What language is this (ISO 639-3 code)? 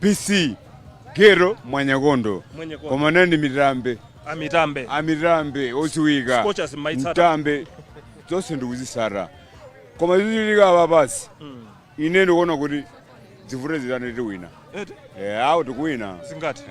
nya